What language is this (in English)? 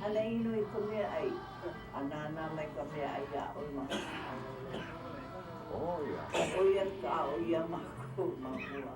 Hawaiian